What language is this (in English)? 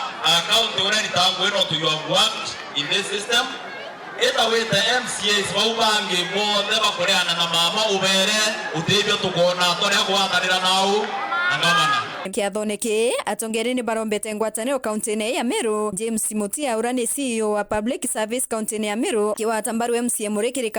Meru